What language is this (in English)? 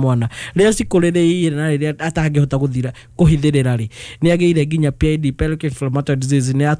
Kikuyu